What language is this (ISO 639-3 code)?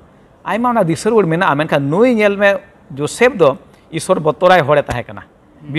sat